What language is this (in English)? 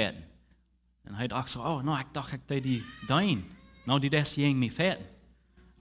Plautdietsch